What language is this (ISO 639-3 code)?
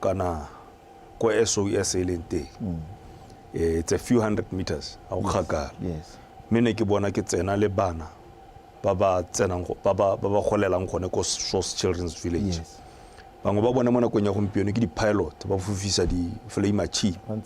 tsn